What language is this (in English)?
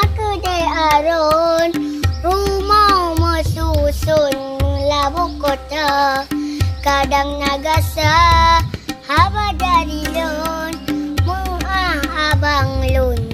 Achinese